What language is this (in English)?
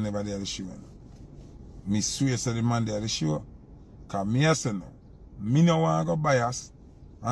Jamaican Creole English